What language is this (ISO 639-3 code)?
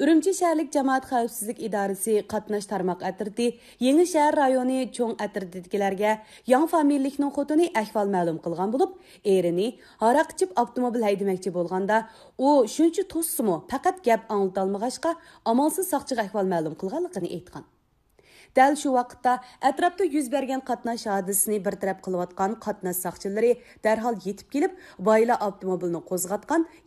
uig